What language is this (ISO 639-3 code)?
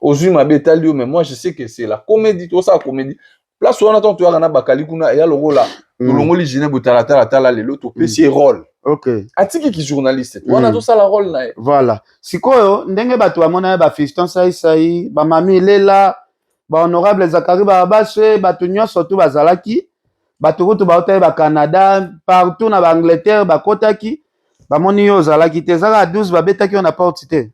lin